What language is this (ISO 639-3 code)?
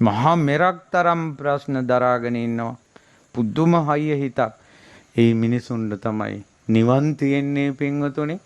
sin